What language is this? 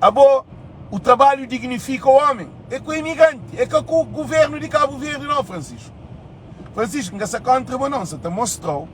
Kabuverdianu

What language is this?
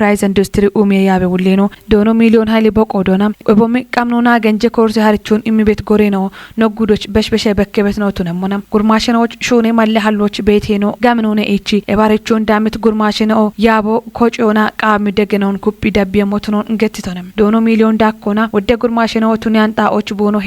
Kafa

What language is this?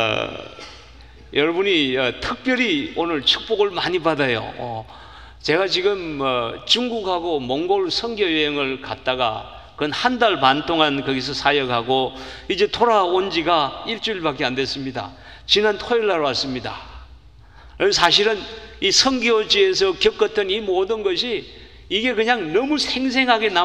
Korean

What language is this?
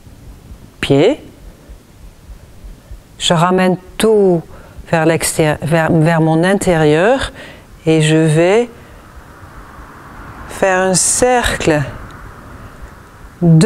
French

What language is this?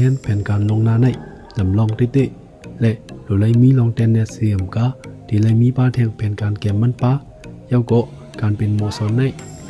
Shan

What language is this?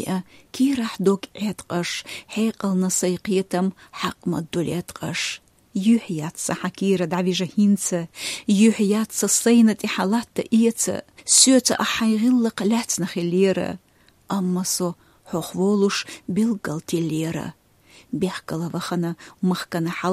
Chechen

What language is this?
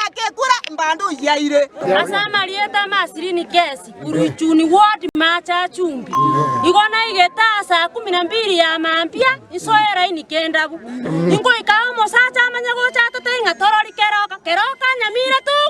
Gusii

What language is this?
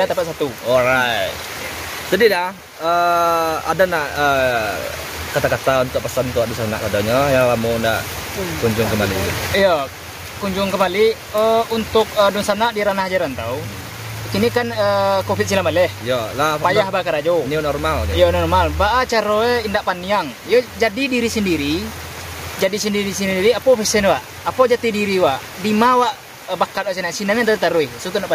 Minangkabau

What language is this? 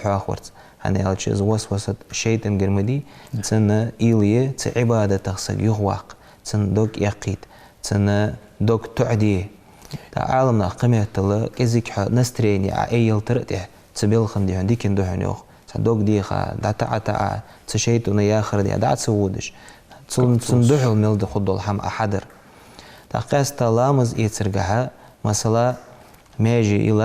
Ingush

